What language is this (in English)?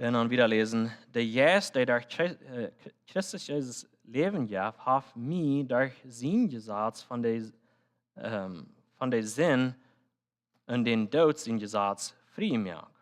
Plautdietsch